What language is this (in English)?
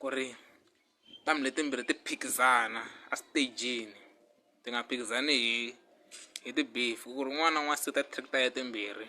Tsonga